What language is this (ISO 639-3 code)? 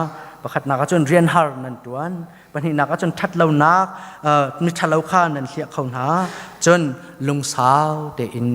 cnh